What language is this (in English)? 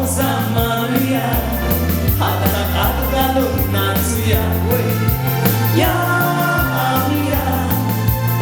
Konkani